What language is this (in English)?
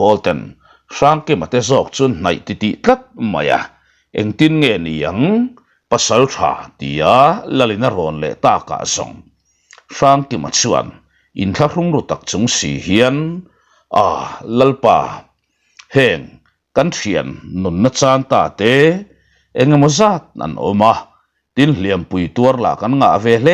Mizo